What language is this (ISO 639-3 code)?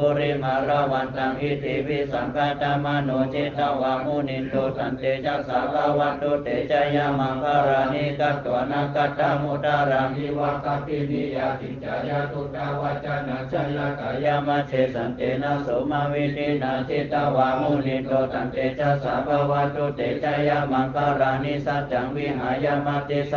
pli